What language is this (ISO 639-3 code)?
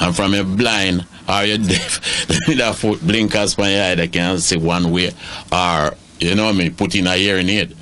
jam